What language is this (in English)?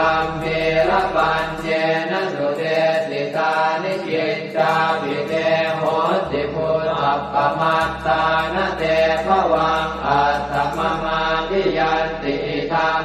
Pali